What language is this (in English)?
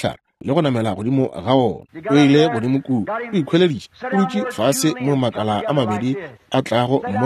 Northern Sotho